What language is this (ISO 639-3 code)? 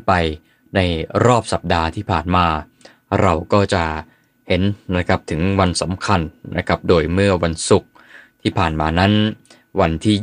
tha